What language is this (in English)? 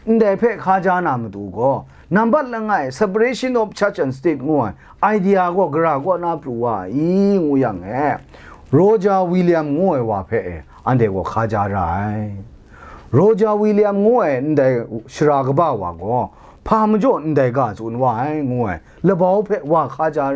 Kachin